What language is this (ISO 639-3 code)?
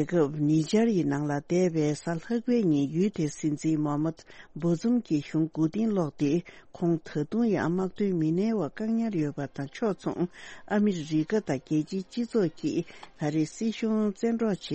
bod